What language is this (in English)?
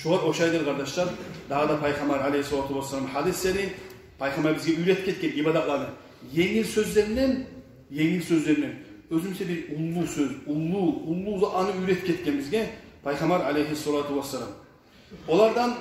Kumyk